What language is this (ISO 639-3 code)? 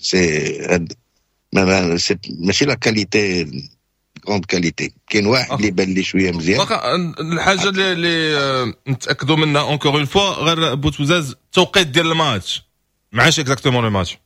ary